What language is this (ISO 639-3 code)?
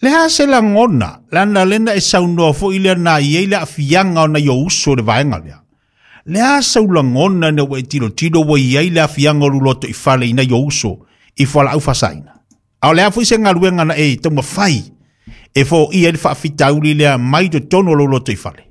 smo